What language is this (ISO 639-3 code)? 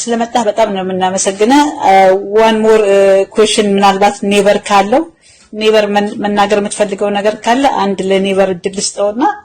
amh